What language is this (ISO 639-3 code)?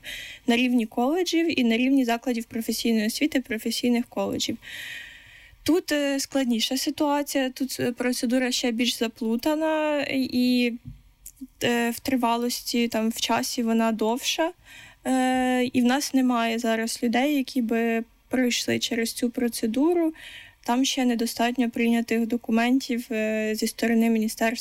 ukr